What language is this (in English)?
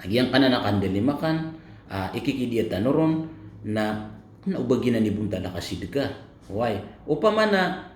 Maranao